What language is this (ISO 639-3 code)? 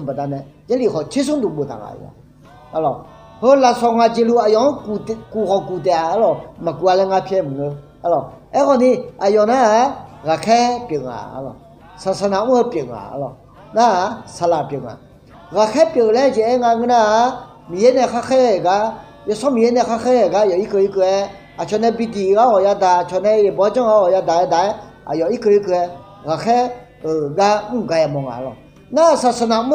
ahk